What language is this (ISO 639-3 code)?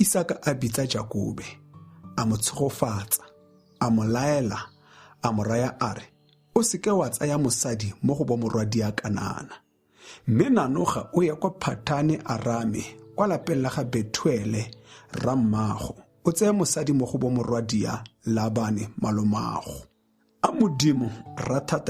tsn